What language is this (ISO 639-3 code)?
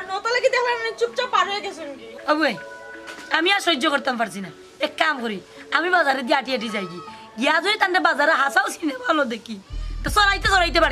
syl